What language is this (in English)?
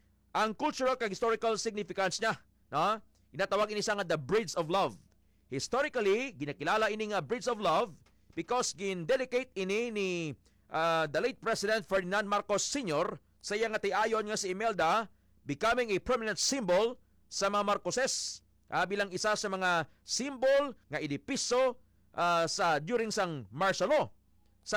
Hiligaynon